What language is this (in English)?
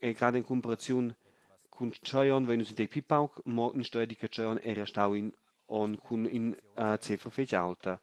Romansh